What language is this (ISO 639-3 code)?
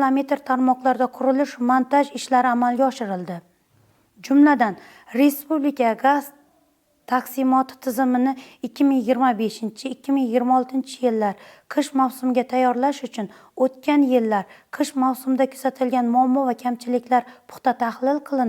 uzb